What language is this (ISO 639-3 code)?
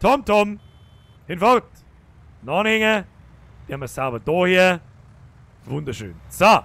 bar